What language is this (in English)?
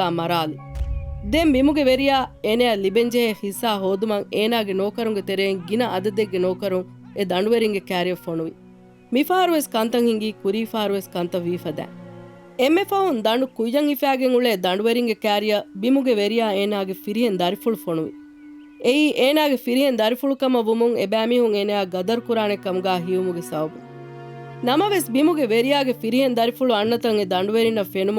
Divehi